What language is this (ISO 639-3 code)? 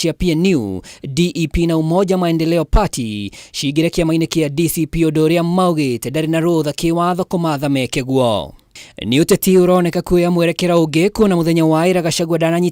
kik